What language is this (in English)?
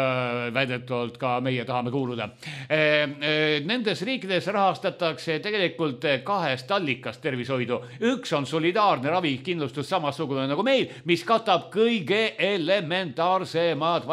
Estonian